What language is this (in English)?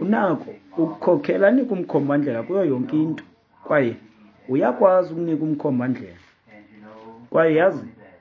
Xhosa